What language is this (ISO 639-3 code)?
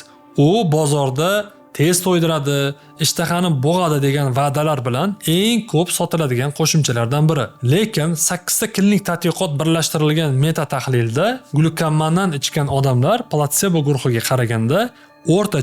uzb